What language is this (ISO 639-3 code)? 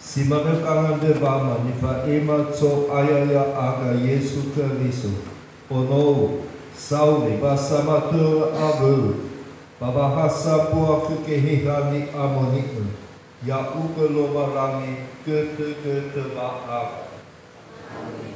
nia